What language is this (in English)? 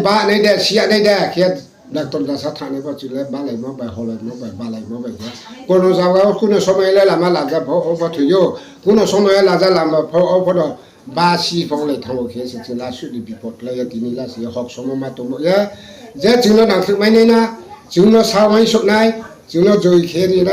Riang (India)